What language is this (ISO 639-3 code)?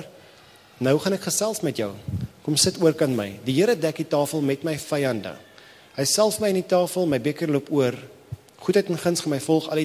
afr